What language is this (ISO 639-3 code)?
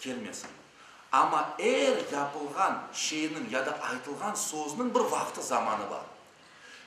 crh